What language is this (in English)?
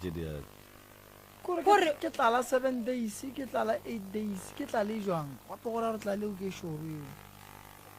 Northern Sotho